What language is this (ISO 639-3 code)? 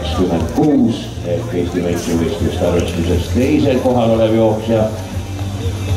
est